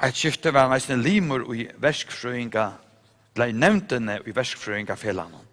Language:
Faroese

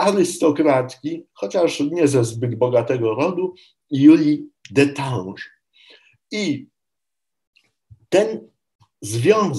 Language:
Polish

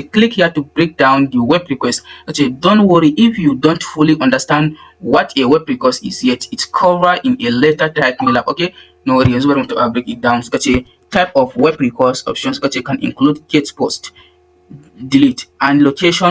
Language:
Hausa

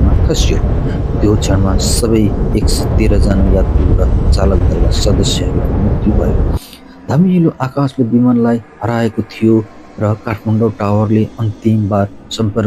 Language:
Nepali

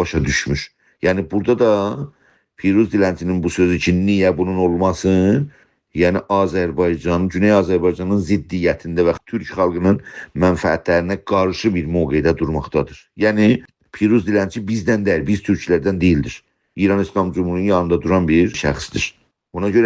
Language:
South Azerbaijani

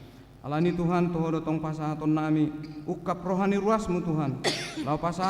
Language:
Batak Toba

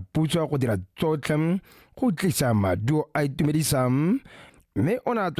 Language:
Tswana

